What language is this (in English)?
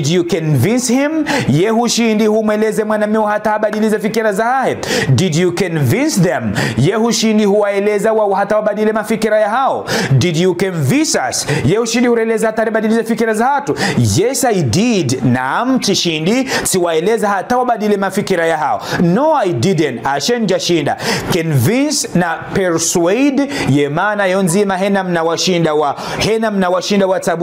Ngazidja Comorian